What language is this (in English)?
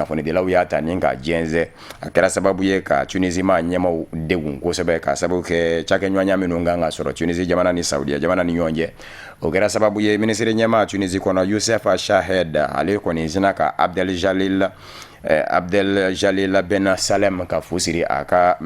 Bambara